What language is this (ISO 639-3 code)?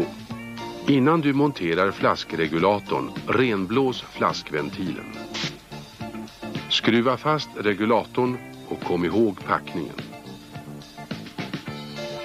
swe